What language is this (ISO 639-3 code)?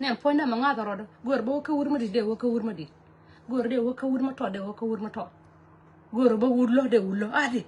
nus